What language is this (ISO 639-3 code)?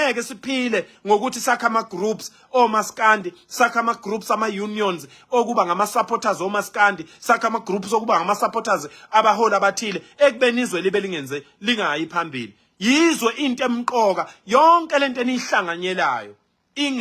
zul